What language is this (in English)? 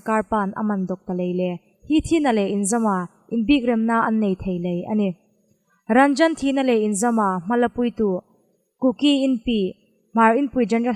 Hmar